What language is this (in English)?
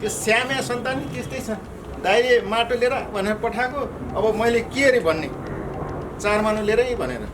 Nepali